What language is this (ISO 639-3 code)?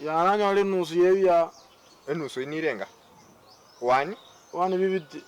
guz